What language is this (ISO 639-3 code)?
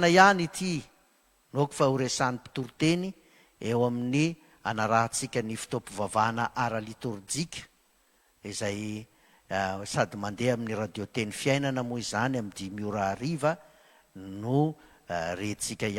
mlg